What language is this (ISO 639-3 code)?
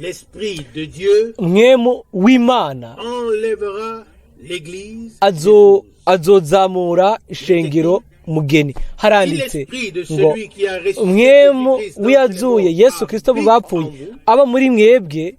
run